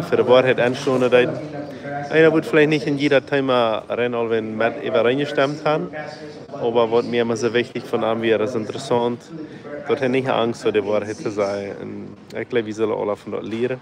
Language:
Plautdietsch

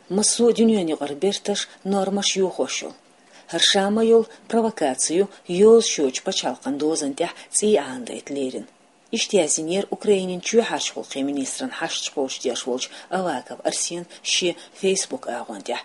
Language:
Chechen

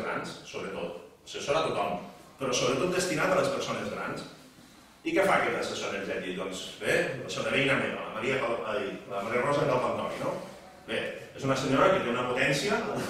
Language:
Catalan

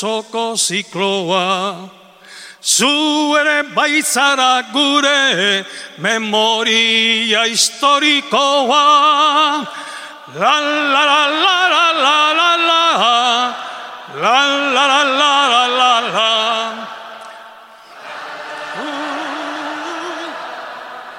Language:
Basque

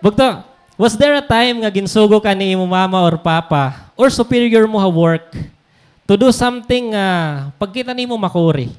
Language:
Waray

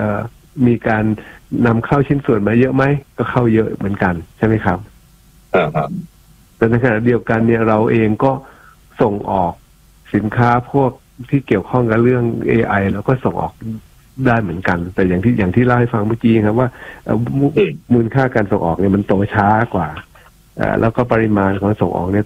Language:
Thai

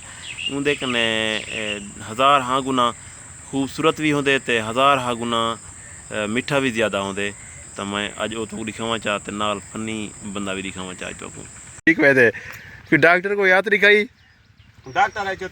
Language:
Saraiki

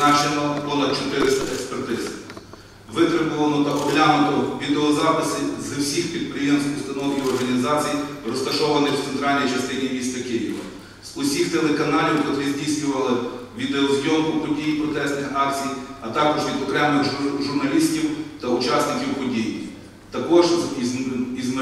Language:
Ukrainian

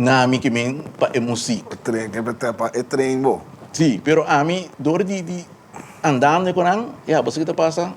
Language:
Papiamento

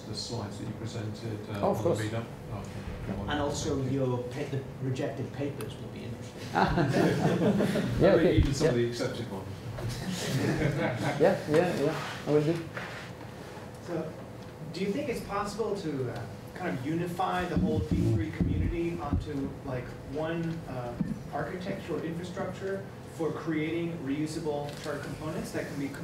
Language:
English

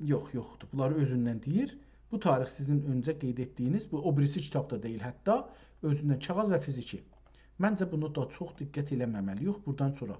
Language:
South Azerbaijani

